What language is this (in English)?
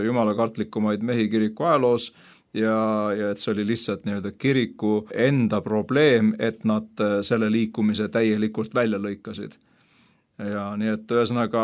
Estonian